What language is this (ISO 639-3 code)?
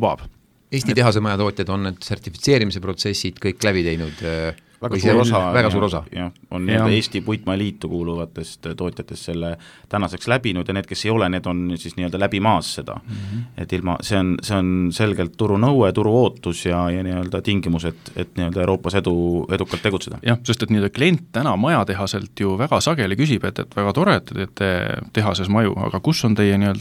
est